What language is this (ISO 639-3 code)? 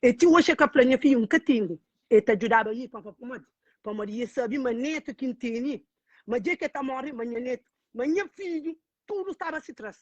kea